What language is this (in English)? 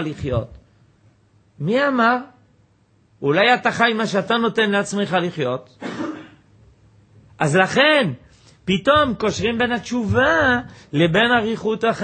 Hebrew